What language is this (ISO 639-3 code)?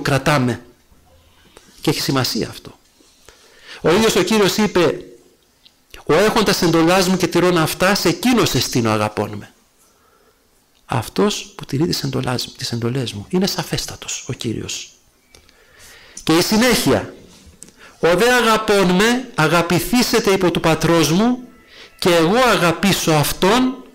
ell